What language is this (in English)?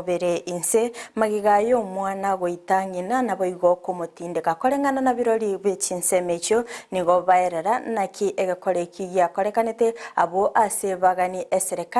Gusii